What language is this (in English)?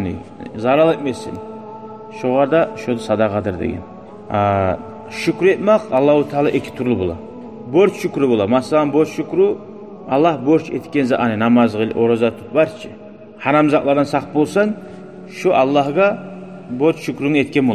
Kumyk